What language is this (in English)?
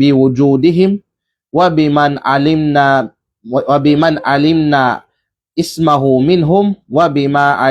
Kalagan